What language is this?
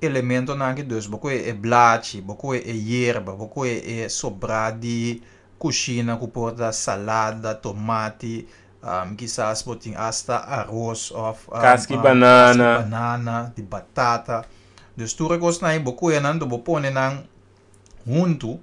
Papiamento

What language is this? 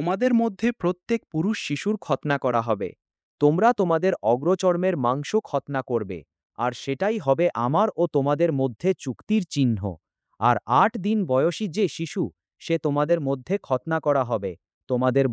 Bangla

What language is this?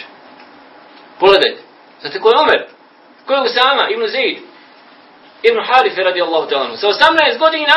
Bosnian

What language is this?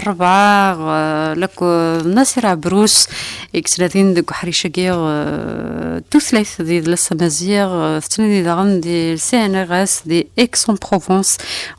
Kabyle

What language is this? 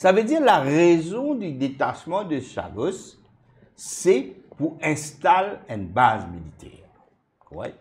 Morisyen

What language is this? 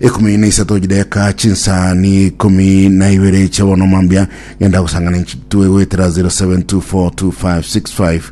Gusii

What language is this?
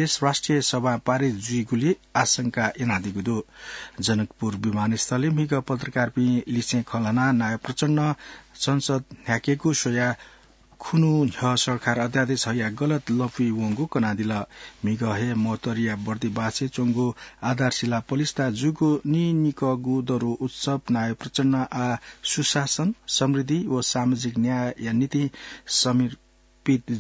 Newari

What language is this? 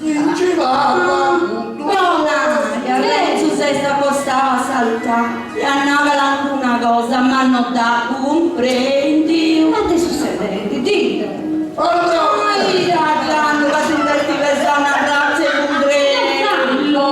Sardinian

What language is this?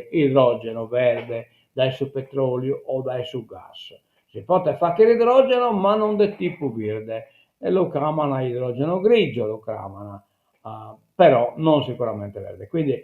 Sardinian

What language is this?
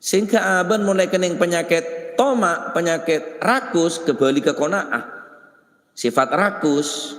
Madurese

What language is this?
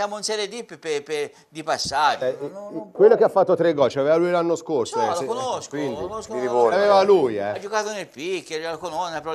Italian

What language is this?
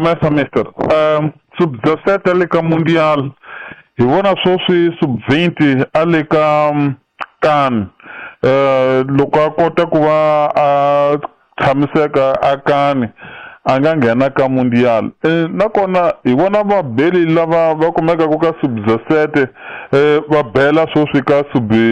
Tsonga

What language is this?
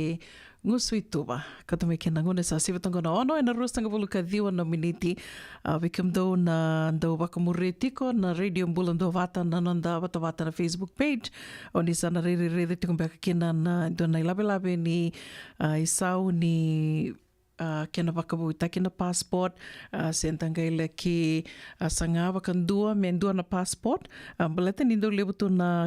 Fijian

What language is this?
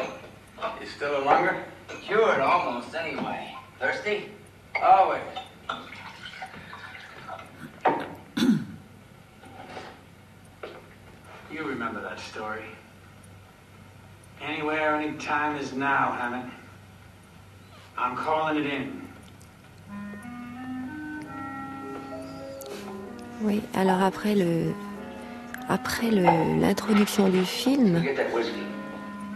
French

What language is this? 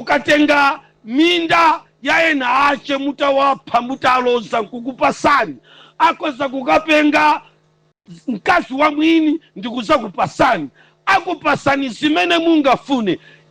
Nyanja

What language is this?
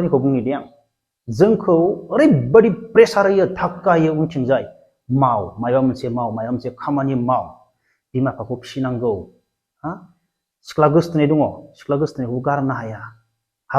Bodo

